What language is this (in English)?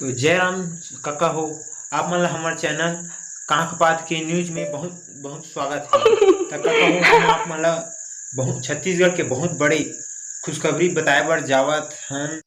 Chhattisgarhi